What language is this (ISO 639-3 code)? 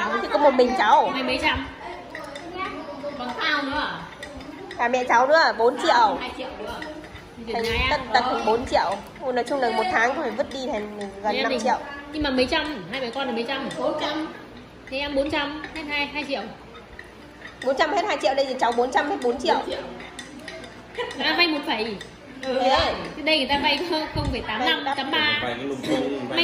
vie